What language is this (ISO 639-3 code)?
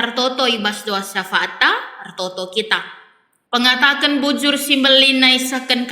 btx